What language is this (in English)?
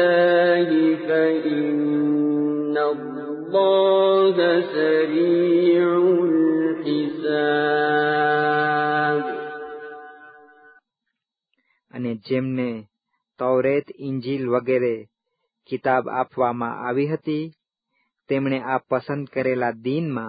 Gujarati